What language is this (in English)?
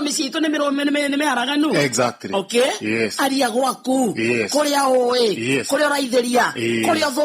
Kikuyu